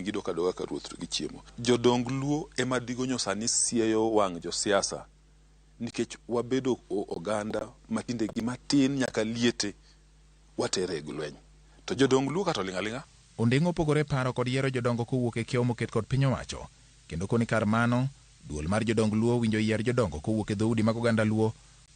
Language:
Luo (Kenya and Tanzania)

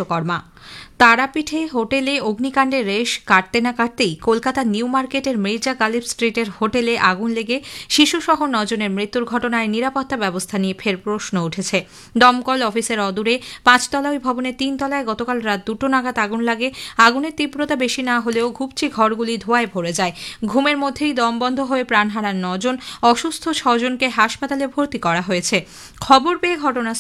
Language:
Bangla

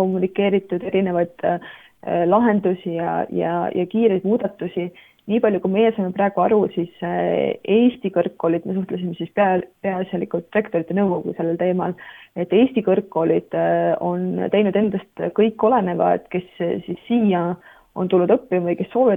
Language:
Estonian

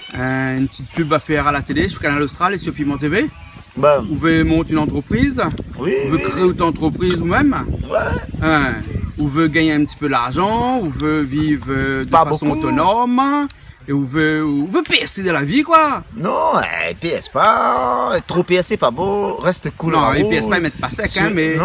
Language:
Réunion Creole French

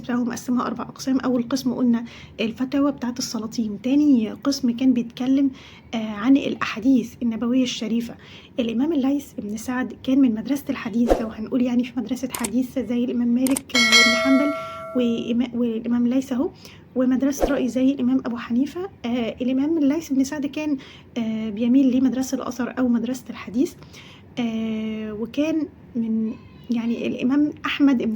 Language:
Egyptian Arabic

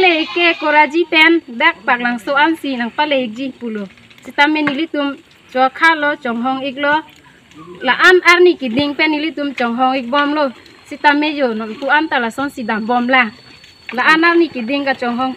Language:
Karbi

